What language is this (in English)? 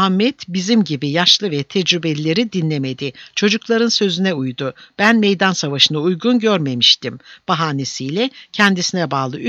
Turkish